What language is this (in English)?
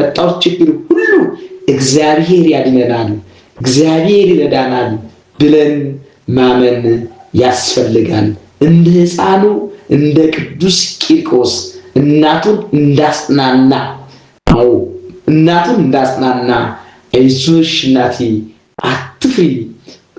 Amharic